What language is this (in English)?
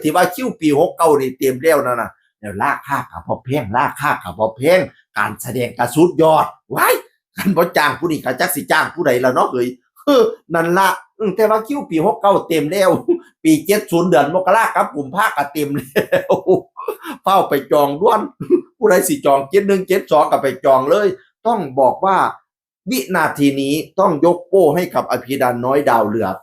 Northeastern Thai